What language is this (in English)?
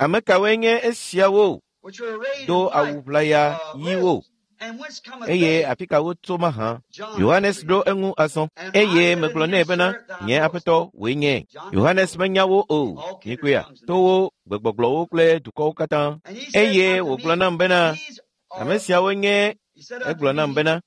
Ewe